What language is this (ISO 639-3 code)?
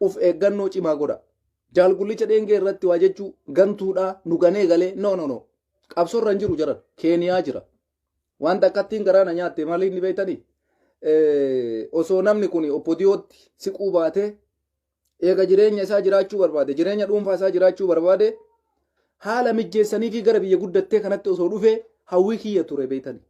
orm